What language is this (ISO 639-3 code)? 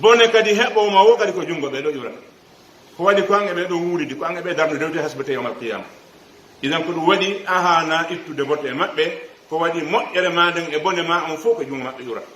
fuf